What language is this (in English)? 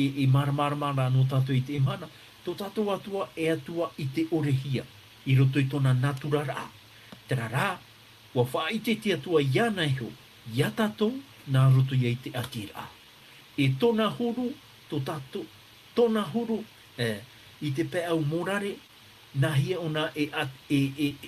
Tahitian